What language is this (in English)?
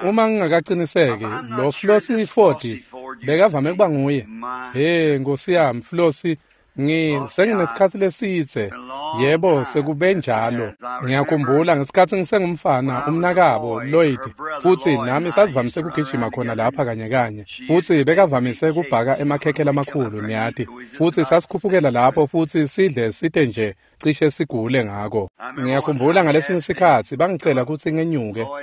Swati